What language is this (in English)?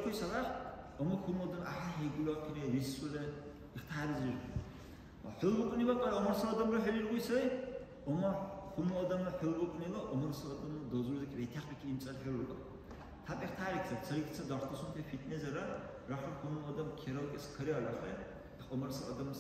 Dargwa